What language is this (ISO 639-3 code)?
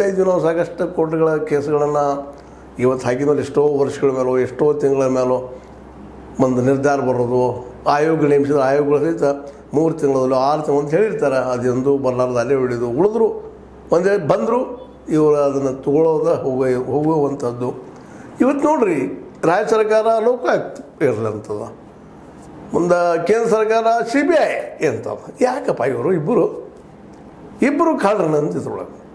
kan